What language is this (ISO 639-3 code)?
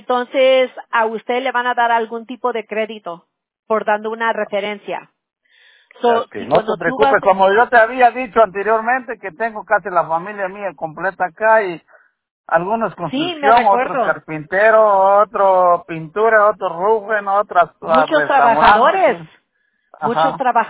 spa